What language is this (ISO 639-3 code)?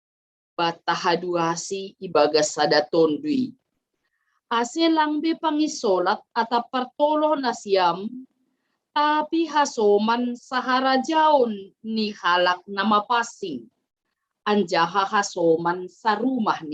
bts